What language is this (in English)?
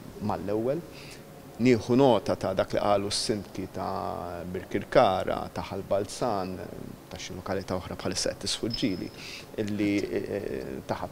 Maltese